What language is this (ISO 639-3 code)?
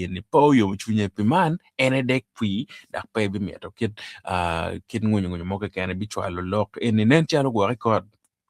ach